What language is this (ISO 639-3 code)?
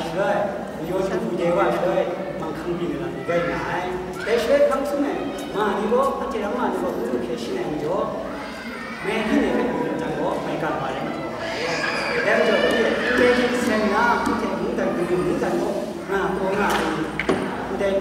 kac